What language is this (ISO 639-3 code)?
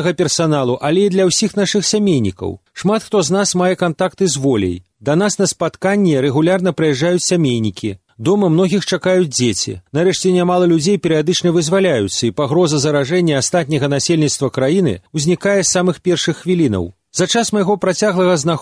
bel